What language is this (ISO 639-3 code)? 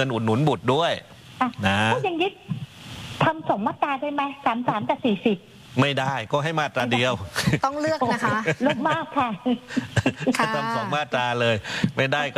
tha